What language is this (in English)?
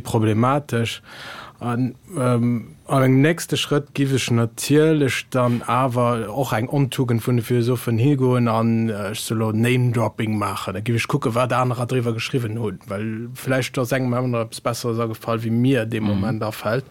Luxembourgish